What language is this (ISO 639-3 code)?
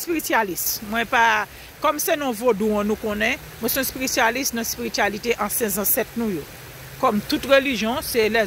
hat